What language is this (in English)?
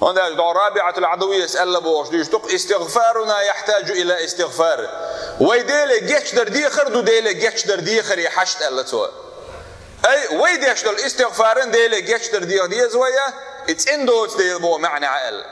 Chechen